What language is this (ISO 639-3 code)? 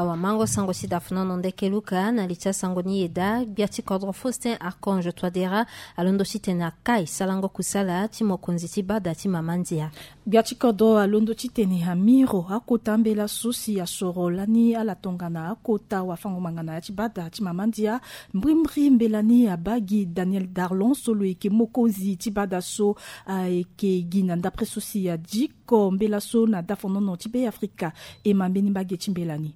sag